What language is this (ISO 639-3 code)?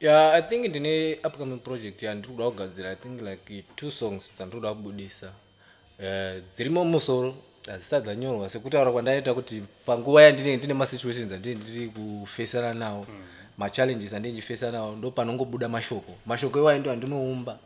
sna